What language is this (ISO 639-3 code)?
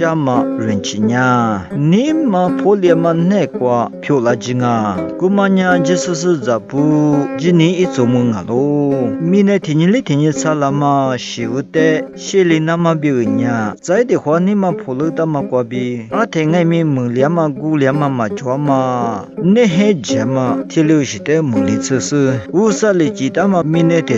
lis